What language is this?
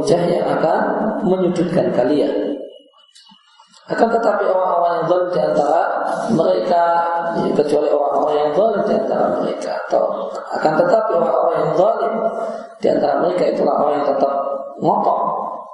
Indonesian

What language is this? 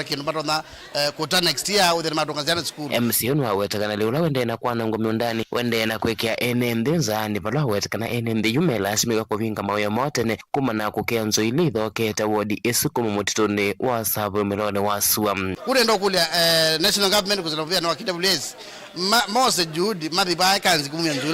Kamba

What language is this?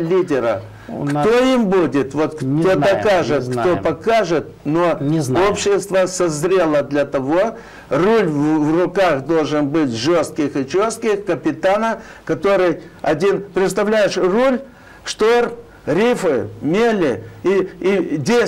Russian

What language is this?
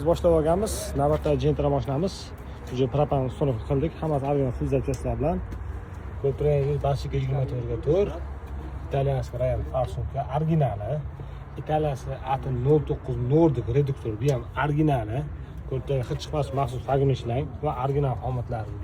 Uzbek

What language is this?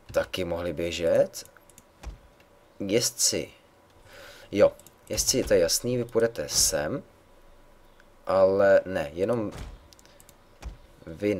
Czech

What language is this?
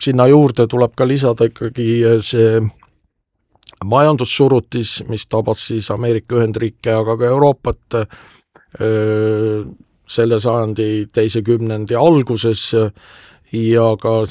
Estonian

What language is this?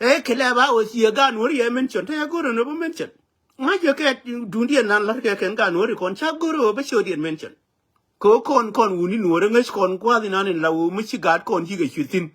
Nuer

